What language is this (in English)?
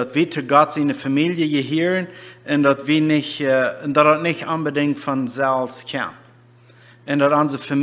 Plautdietsch